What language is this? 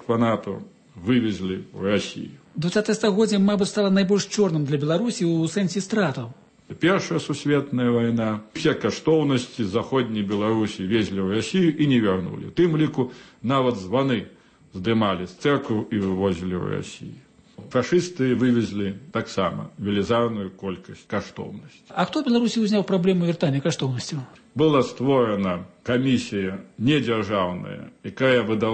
Belarusian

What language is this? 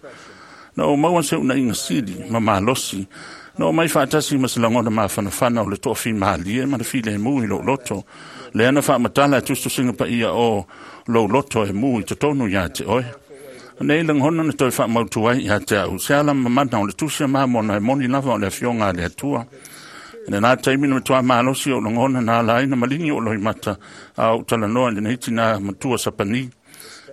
Samoan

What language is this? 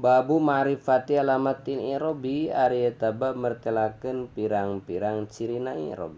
Sundanese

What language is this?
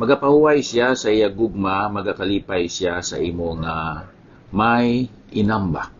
Hiligaynon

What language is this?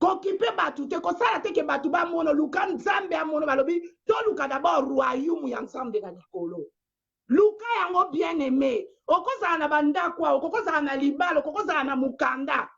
Lingala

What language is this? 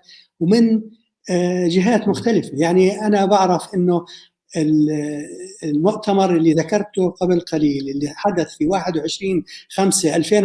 North Levantine Arabic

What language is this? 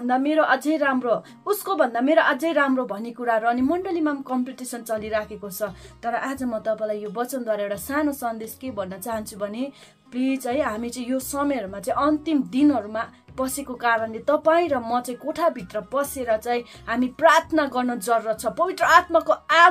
Nepali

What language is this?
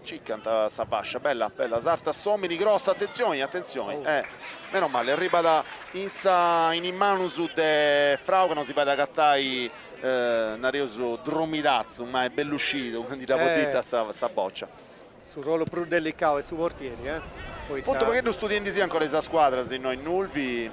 Sardinian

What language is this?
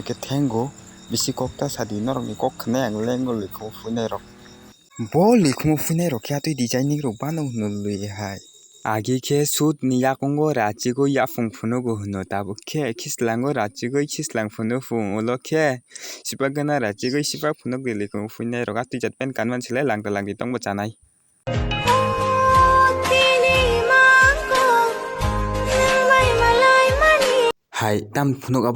Kok Borok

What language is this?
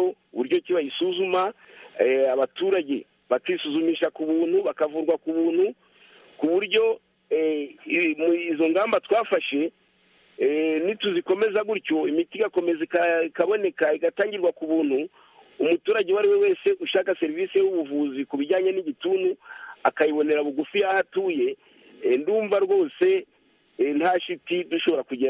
Kinyarwanda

